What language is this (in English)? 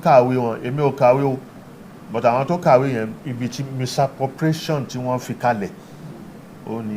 Yoruba